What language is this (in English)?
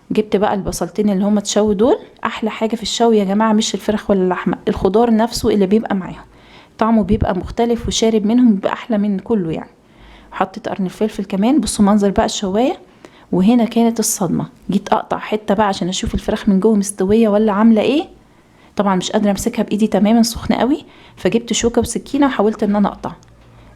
Egyptian Arabic